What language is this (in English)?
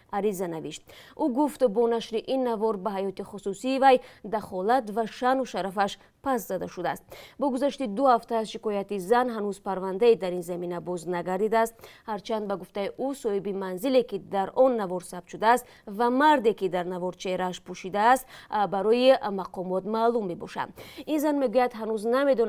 Tajik